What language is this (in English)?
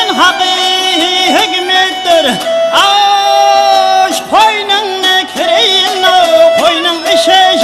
Kara-Kalpak